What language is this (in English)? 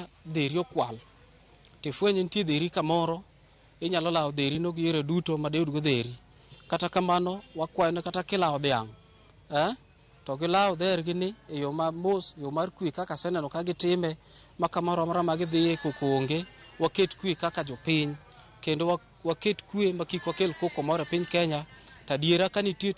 Luo (Kenya and Tanzania)